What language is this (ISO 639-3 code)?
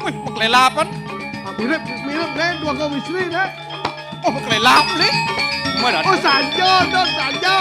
ban